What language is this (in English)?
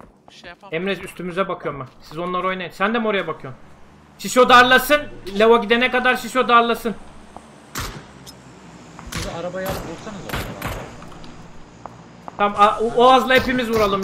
Turkish